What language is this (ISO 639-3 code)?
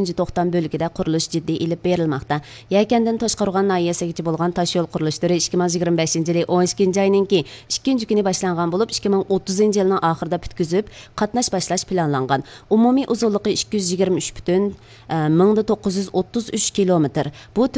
uig